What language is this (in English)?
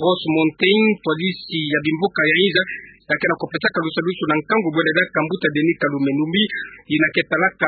Kituba (Democratic Republic of Congo)